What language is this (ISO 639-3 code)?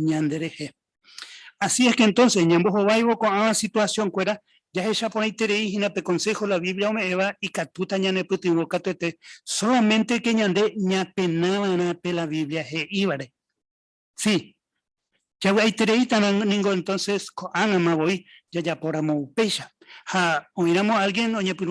grn